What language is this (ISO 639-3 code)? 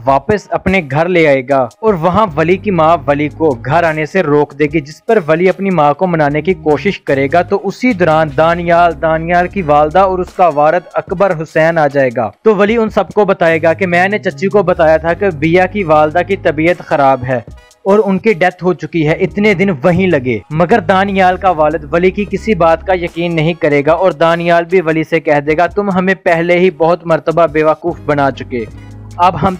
urd